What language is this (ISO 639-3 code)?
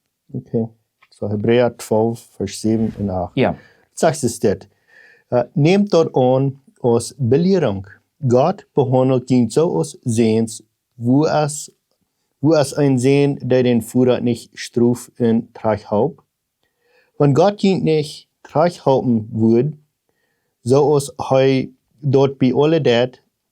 pdt